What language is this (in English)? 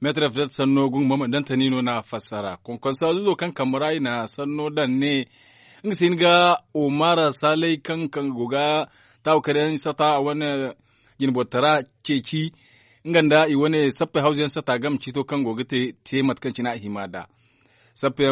Zarma